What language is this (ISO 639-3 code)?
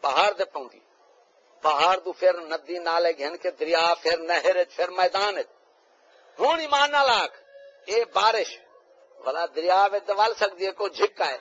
skr